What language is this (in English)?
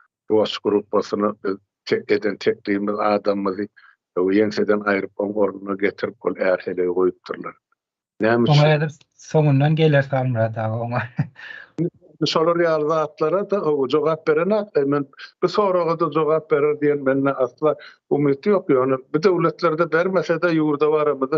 Turkmen